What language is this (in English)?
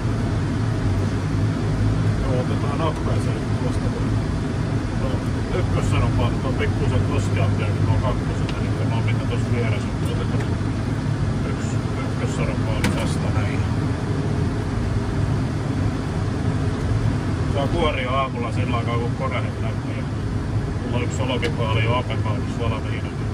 Finnish